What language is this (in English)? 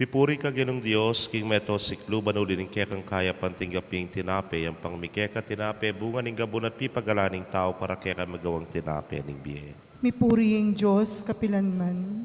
Pampanga